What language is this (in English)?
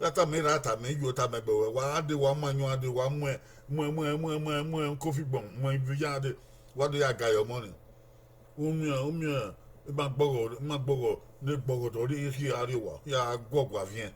Bini